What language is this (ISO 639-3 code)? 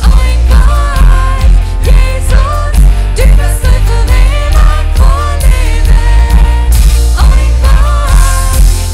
pdt